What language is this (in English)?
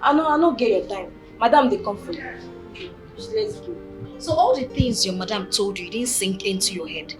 Nigerian Pidgin